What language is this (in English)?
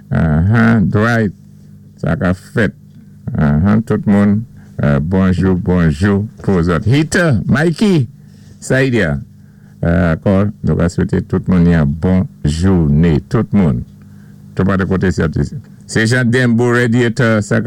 Saint Lucian Creole French